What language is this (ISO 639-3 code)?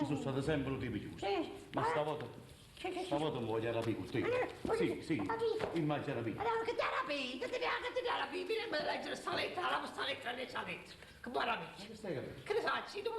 nap